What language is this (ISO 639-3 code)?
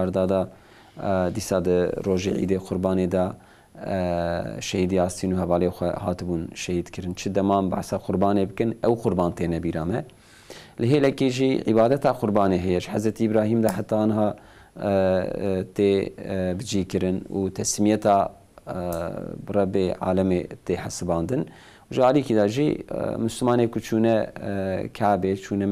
kur